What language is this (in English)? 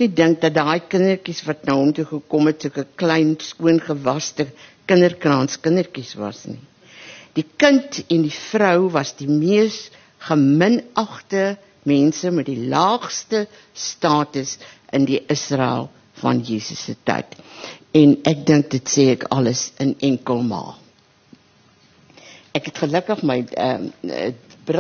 Afrikaans